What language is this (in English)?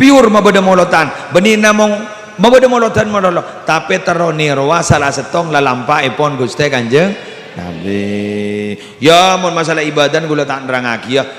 Madurese